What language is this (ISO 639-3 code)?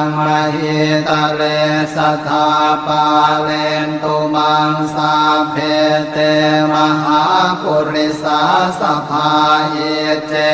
pli